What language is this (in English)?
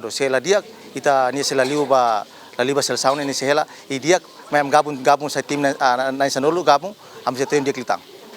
Tetum